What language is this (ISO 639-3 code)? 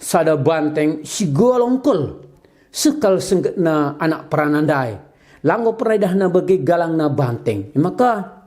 btx